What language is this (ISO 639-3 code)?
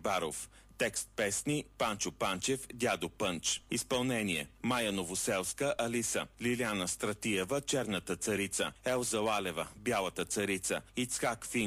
bul